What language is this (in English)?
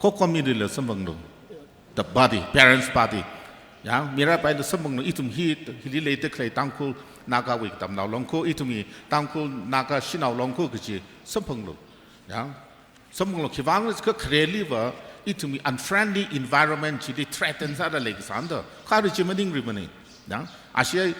Tangkhul Naga (India)